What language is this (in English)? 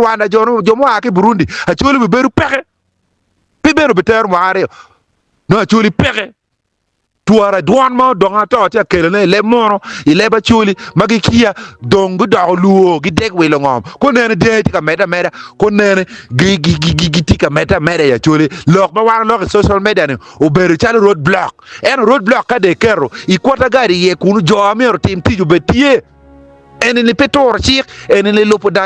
Acoli